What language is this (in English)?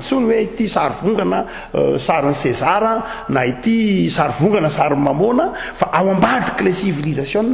Malagasy